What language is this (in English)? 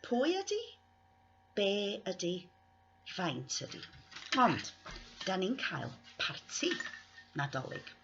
Welsh